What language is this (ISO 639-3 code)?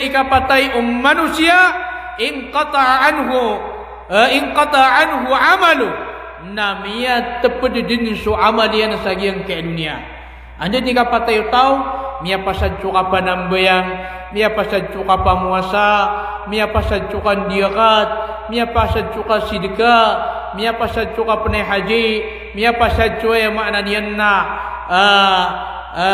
mrw